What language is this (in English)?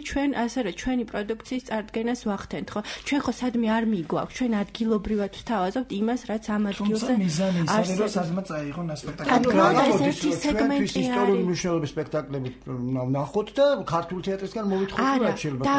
Georgian